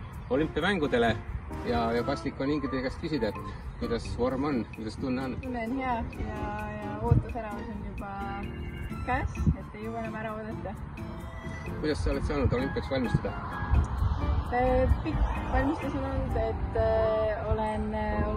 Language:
Estonian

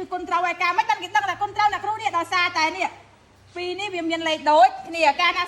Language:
Khmer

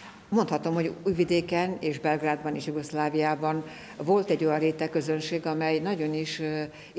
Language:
Hungarian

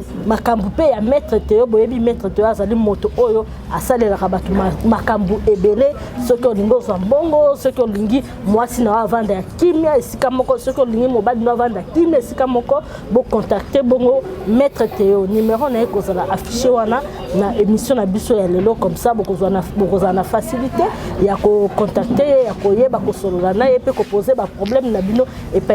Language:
Lingala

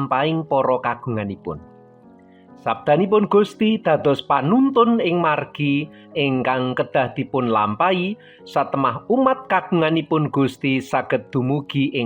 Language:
Javanese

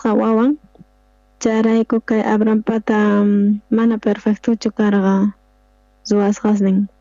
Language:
South Bolivian Quechua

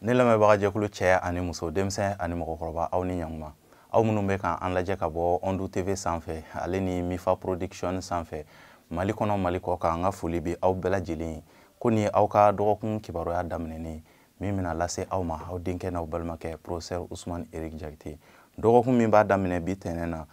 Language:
Bambara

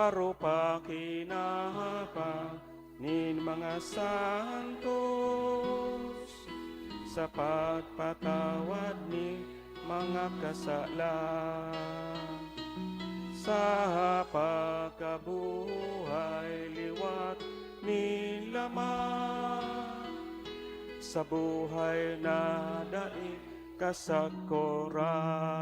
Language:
Bikol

